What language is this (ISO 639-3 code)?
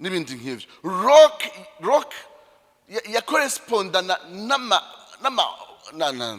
run